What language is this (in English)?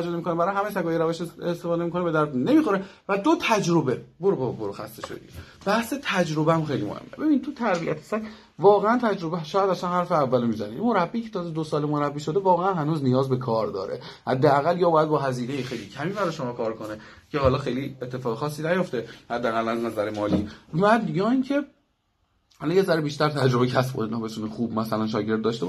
Persian